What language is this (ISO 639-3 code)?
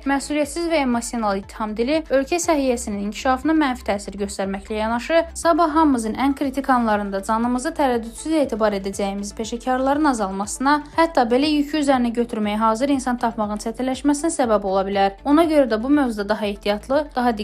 aze